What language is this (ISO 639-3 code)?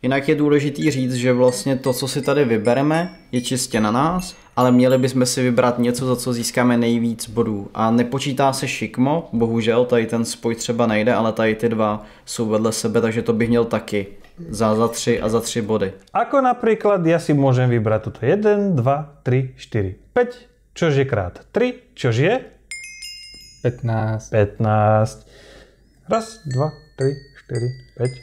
ces